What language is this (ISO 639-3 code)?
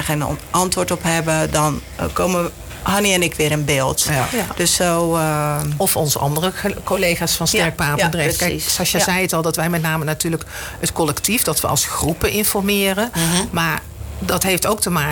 nld